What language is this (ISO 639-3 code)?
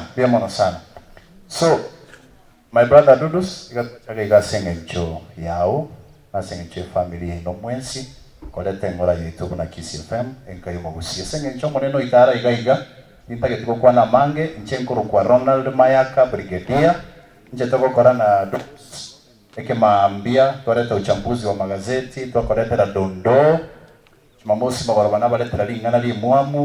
guz